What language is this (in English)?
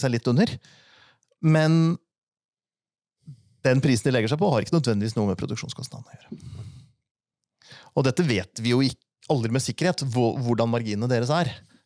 Norwegian